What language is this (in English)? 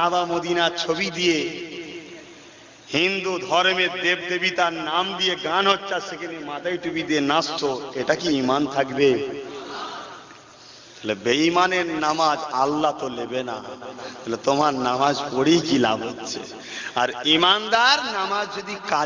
Bangla